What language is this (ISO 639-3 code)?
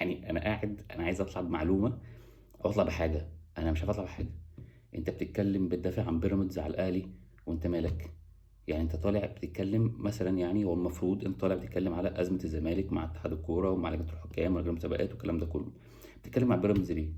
arz